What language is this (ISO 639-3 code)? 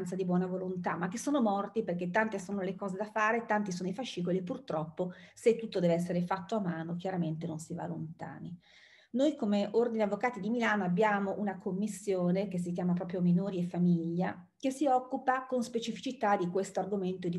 ita